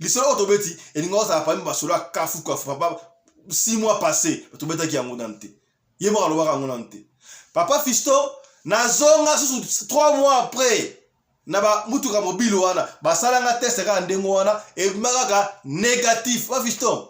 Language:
Lingala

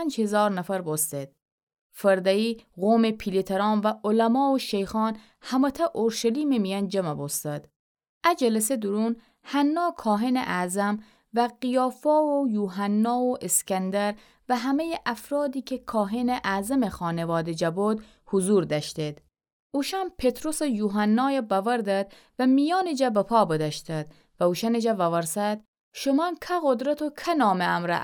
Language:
Gilaki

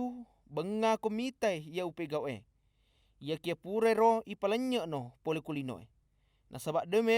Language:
Buginese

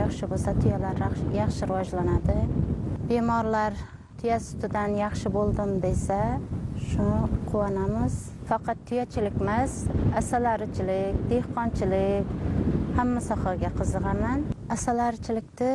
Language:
Uzbek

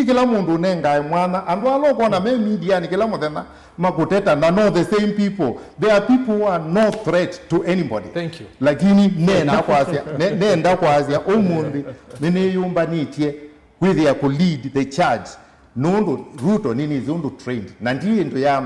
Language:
Kamba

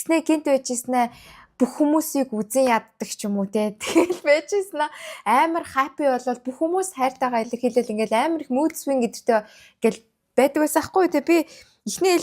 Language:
Mongolian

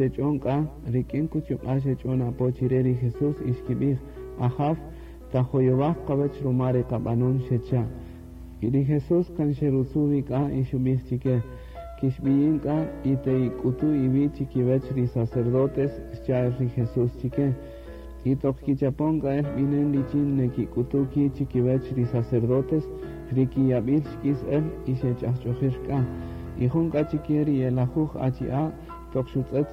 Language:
Kaqchikel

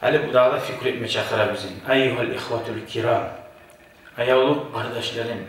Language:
Kumyk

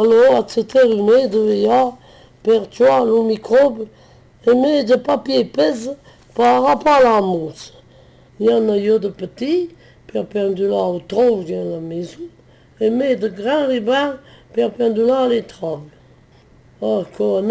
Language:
Occitan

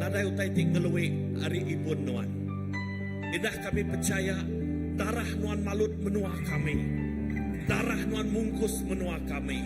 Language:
Iban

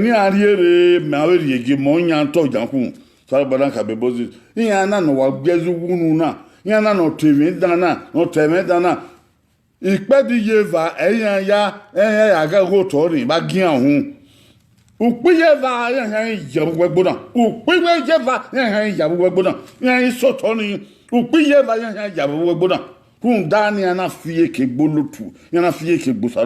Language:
Bini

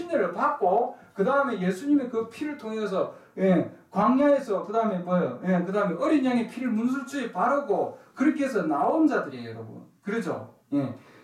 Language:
Korean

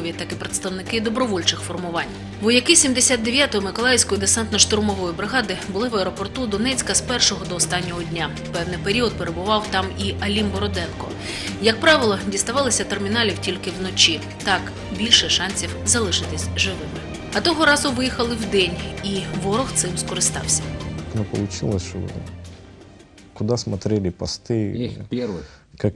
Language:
Ukrainian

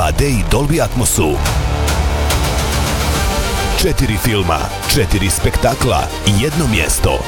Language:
Bosnian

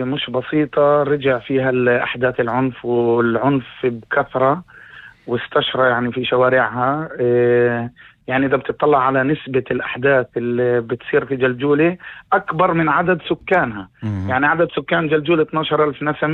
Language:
North Levantine Arabic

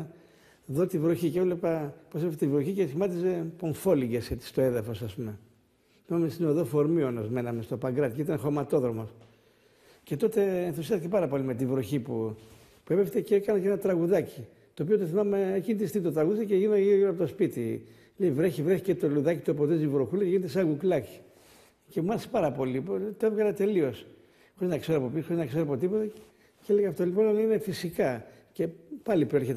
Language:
Greek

